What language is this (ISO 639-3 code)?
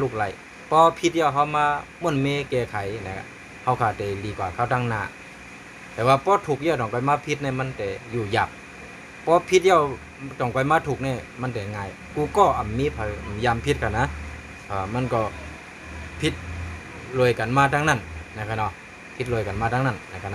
shn